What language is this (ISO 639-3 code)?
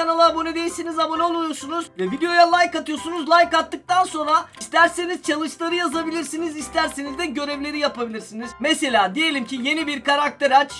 tur